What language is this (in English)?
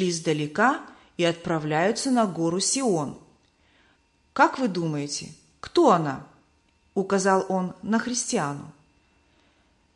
Russian